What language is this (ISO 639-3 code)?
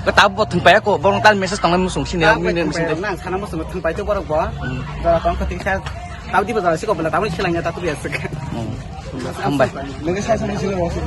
trp